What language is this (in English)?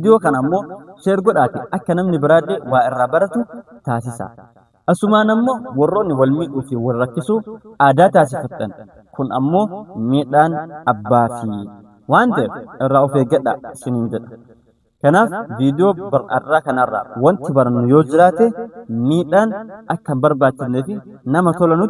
Oromo